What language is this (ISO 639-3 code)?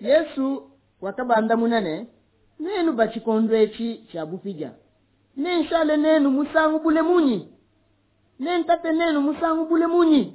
lua